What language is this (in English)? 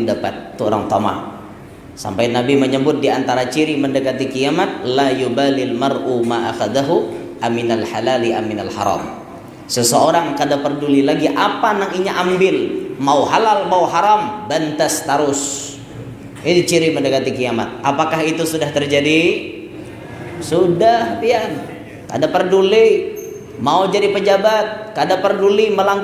Banjar